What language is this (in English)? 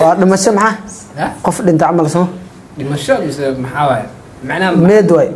Somali